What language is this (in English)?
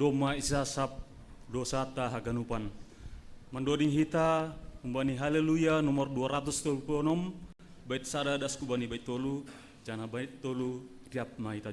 Batak Simalungun